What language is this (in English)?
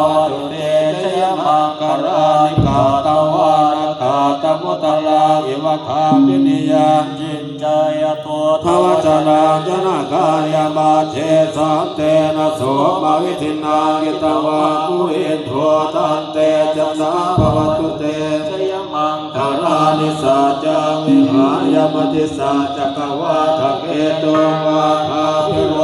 Pali